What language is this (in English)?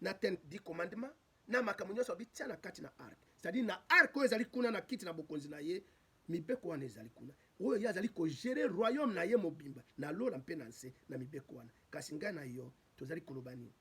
Lingala